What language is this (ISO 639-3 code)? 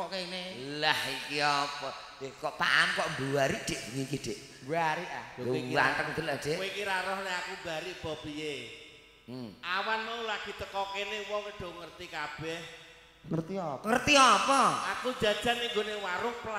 jav